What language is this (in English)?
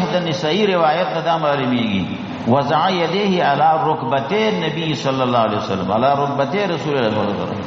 Pashto